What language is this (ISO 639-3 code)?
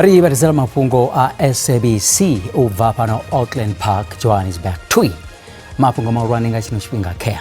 ven